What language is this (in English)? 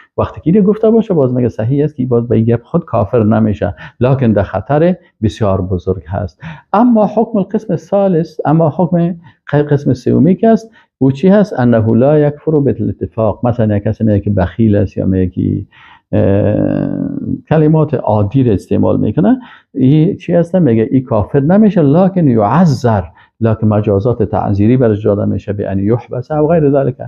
Persian